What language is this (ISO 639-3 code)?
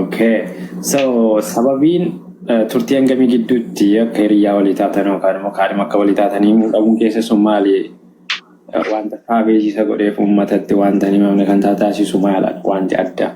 orm